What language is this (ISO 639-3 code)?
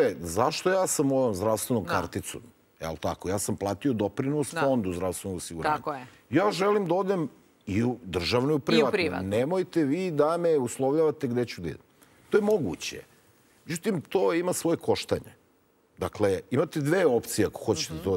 srp